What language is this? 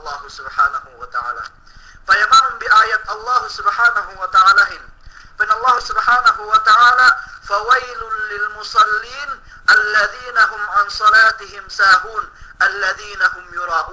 Yakan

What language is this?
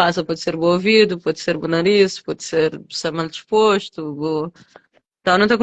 Kabuverdianu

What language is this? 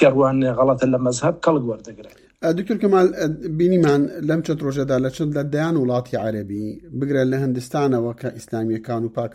Central Kurdish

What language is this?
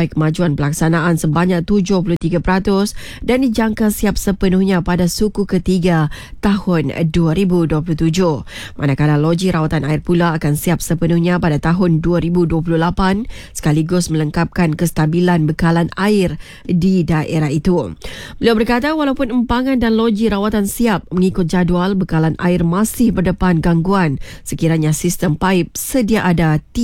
Malay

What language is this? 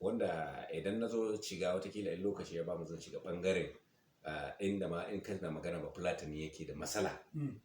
Hausa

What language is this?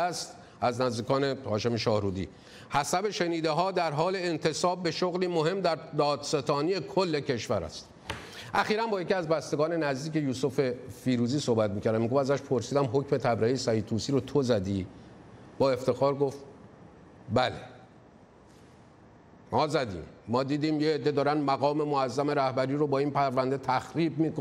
Persian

